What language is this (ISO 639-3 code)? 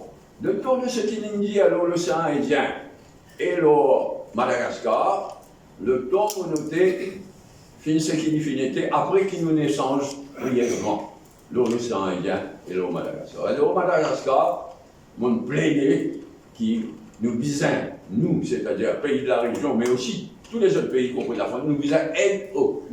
mfe